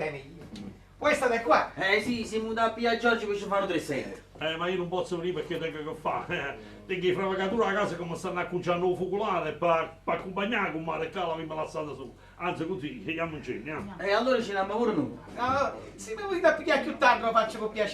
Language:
Neapolitan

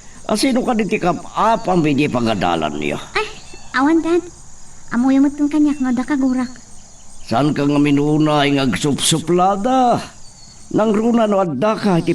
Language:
Iloko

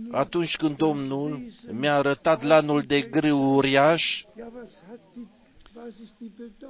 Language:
Romanian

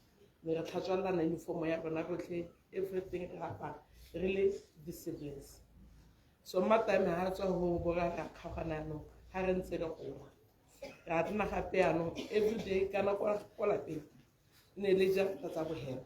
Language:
Tswana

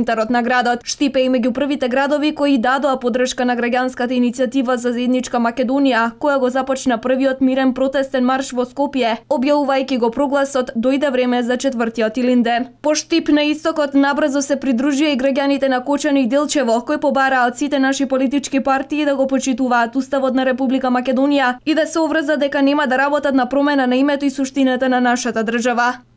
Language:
Macedonian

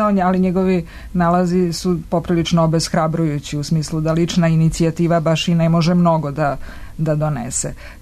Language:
Serbian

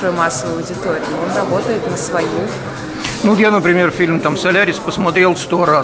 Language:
Russian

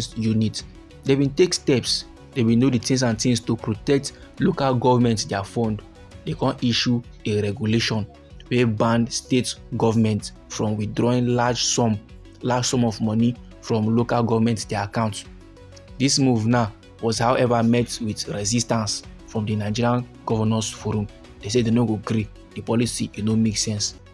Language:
Nigerian Pidgin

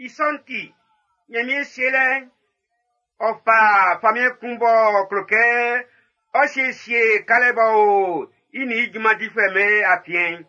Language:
Baoulé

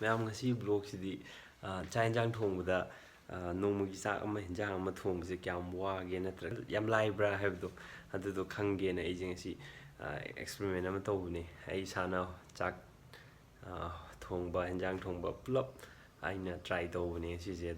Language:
Manipuri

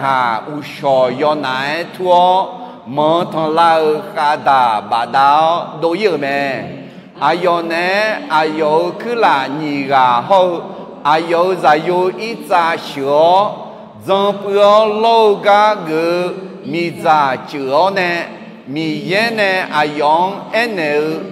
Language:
Akha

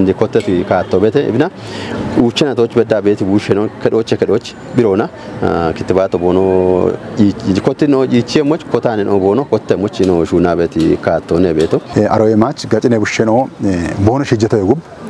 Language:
Kafa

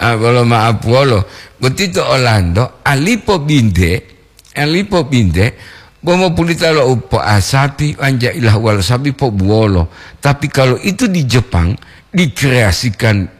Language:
Gorontalo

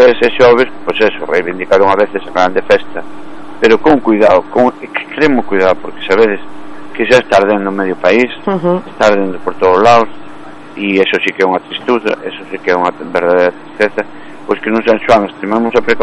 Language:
Galician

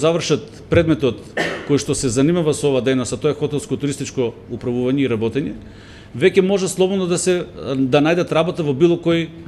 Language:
Macedonian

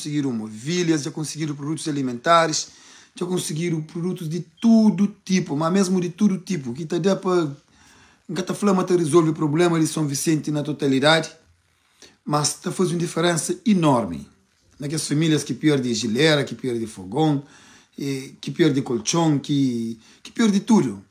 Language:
Kabuverdianu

